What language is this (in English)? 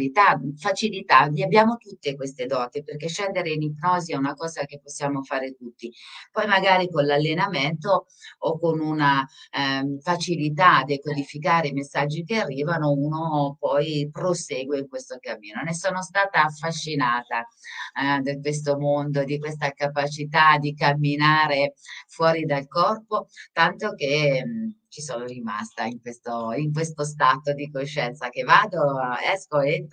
Italian